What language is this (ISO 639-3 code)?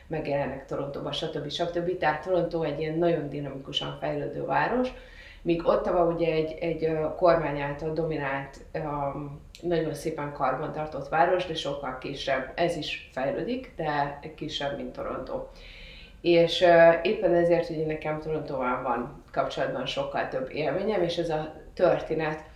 hun